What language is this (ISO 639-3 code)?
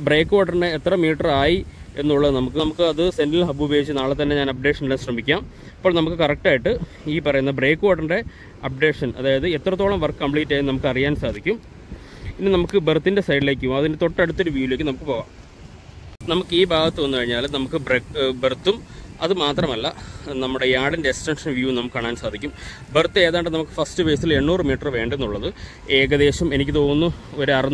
mal